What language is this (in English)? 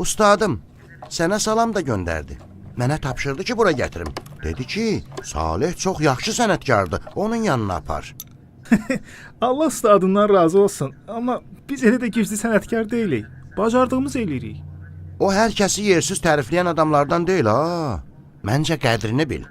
Azerbaijani